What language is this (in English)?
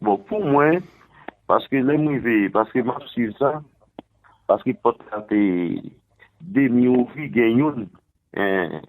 Haitian Creole